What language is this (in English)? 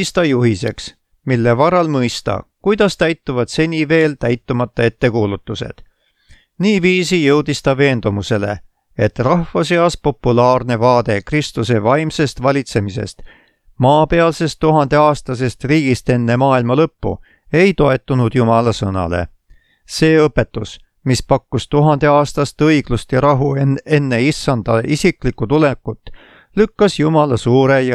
Estonian